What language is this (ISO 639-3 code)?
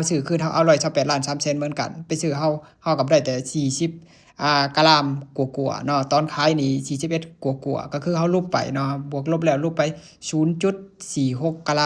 lao